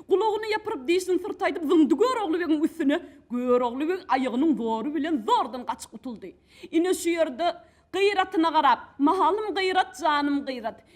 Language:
Turkmen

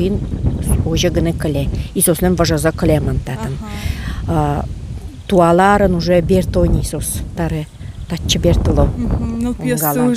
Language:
Udmurt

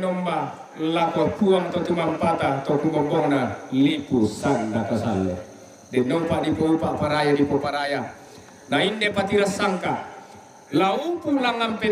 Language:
Toraja-Sa'dan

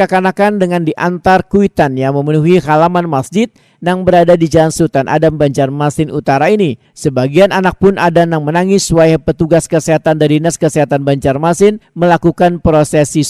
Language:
Banjar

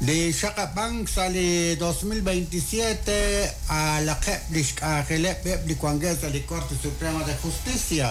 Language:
Kekchí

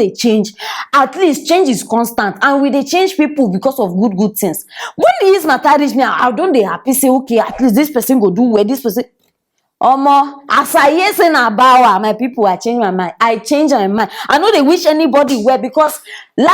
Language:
Nigerian Pidgin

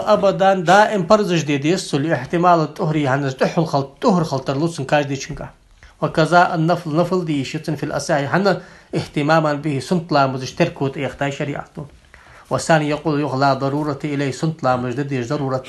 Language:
Ingush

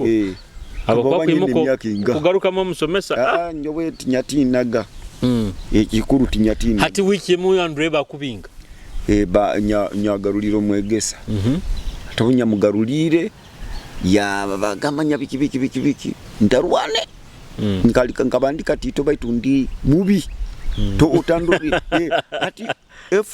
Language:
Nyoro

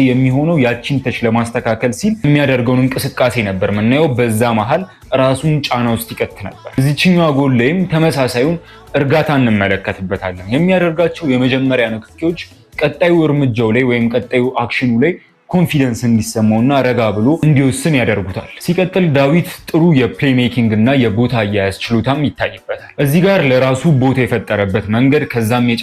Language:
Amharic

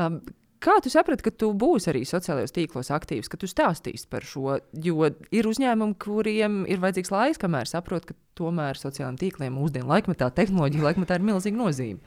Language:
Latvian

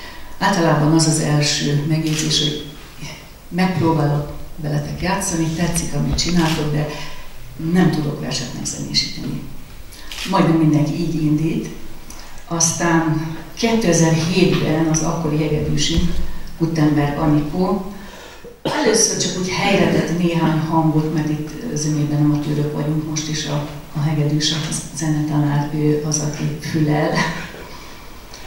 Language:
Hungarian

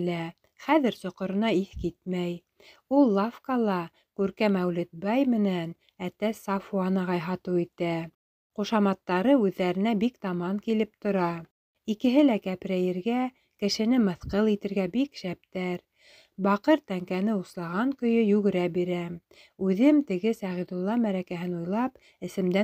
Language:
Bashkir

